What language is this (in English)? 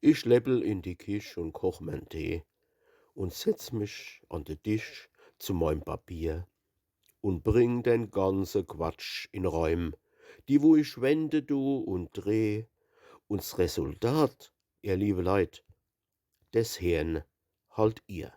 Palatine German